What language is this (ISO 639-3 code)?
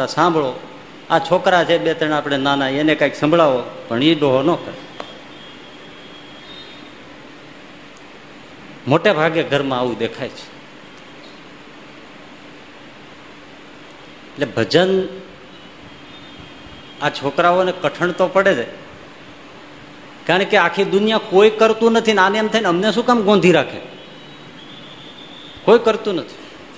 guj